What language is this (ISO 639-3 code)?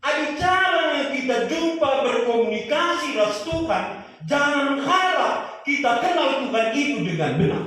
btx